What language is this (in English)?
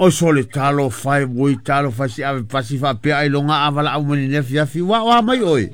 Samoan